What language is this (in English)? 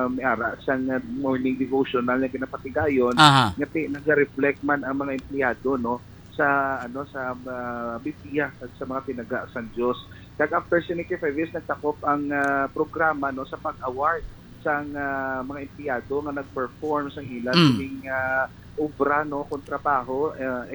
Hiligaynon